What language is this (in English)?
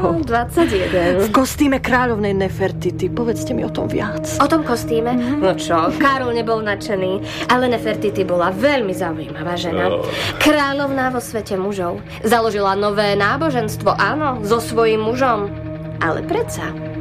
Slovak